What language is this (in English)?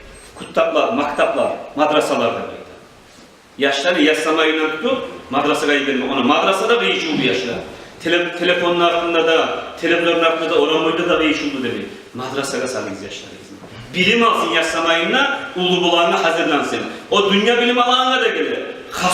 Kumyk